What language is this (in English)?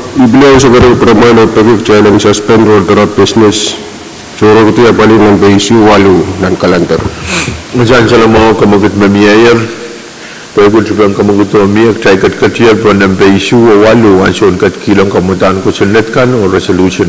Pohnpeian